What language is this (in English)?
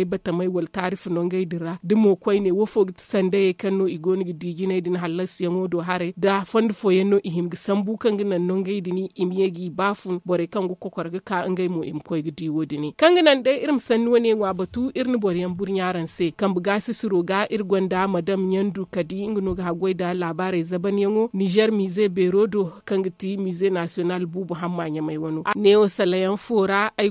Zarma